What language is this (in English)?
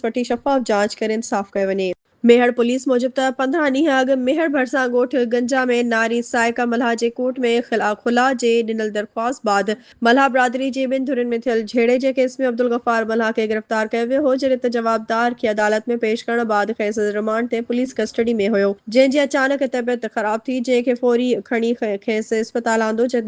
Sindhi